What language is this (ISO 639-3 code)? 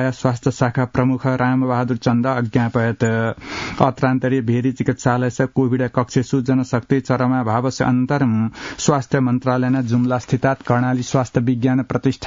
san